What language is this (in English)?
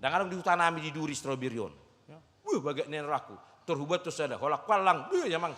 Batak Toba